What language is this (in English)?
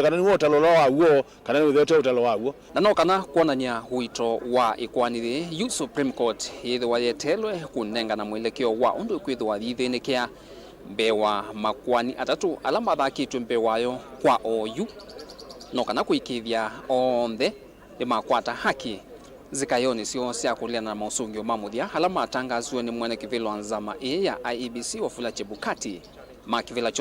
Kamba